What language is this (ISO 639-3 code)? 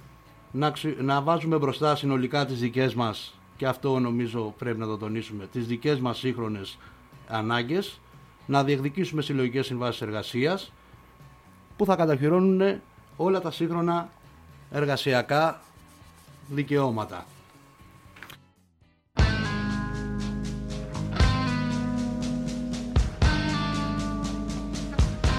ell